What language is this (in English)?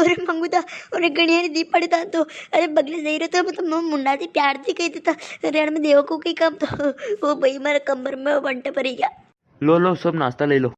Rajasthani